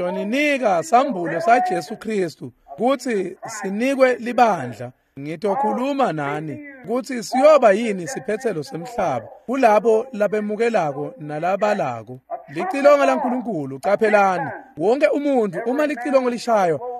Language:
Swati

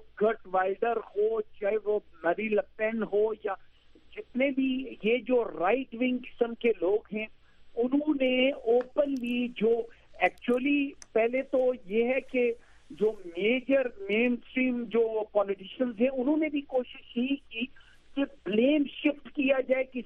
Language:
Urdu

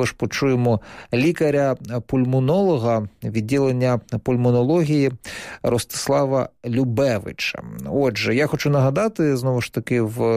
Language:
Ukrainian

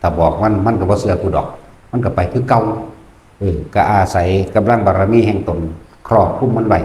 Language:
Northeastern Thai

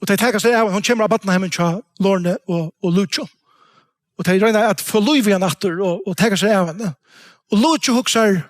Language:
Faroese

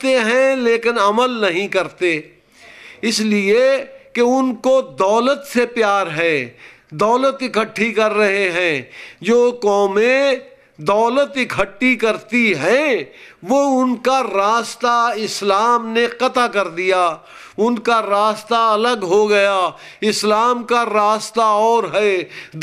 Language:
Urdu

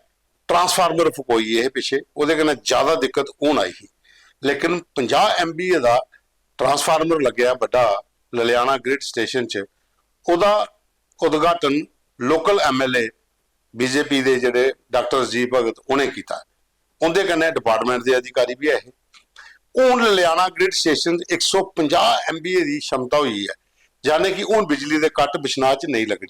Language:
Dogri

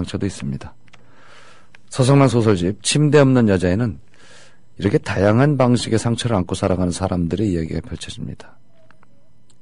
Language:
Korean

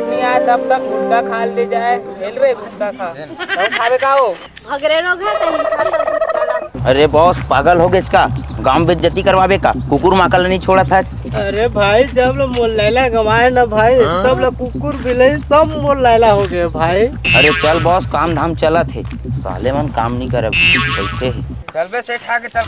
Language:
Chhattisgarhi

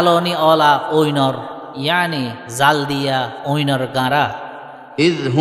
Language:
Rohingya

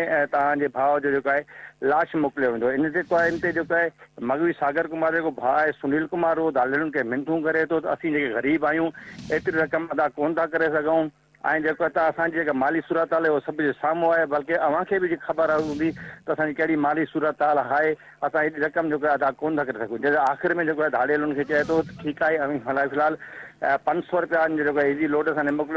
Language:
Sindhi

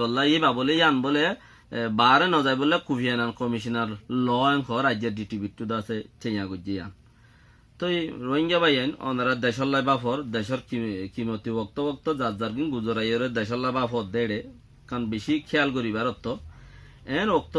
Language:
Rohingya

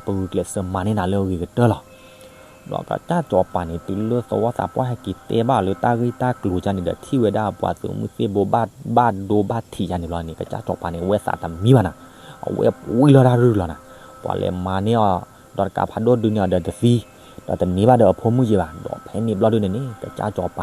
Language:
S'gaw Karen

